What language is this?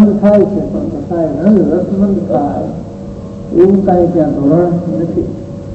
Gujarati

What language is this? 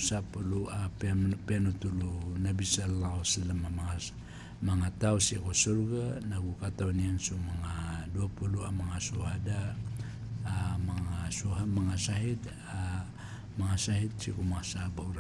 Maranao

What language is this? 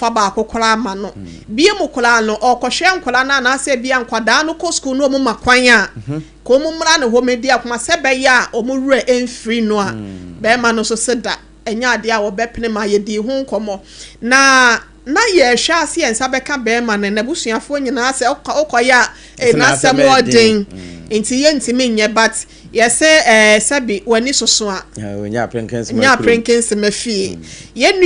Akan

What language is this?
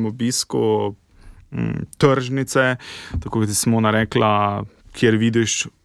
Slovenian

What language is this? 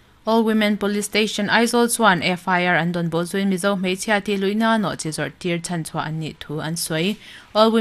Mizo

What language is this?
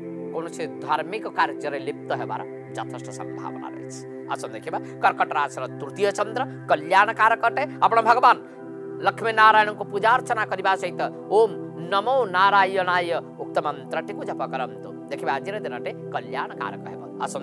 Odia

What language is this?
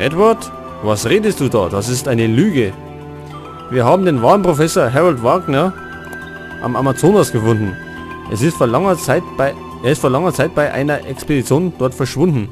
Bavarian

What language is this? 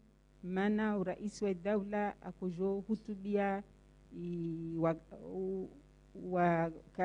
Swahili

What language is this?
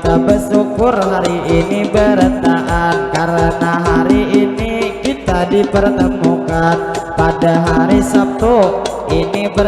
Banjar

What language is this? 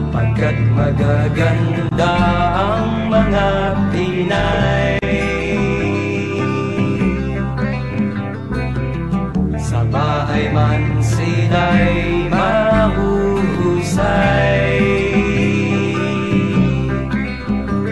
Filipino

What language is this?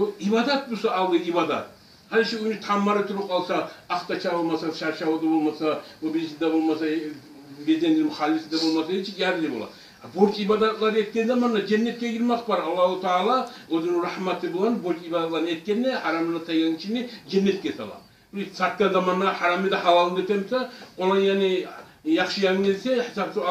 Kumyk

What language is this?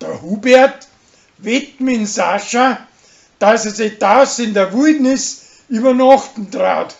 Bavarian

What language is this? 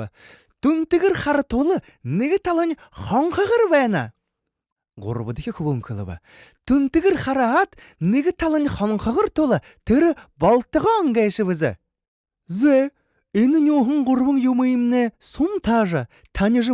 Buriat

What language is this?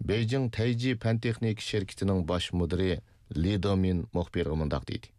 Uyghur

